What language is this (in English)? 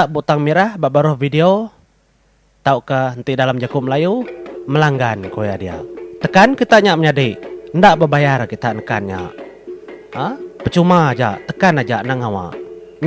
Iban